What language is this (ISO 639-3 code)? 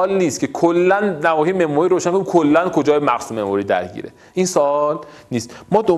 fas